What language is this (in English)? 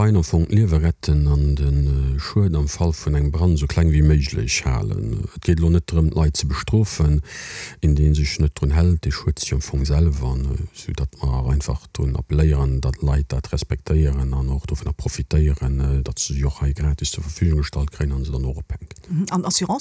Luxembourgish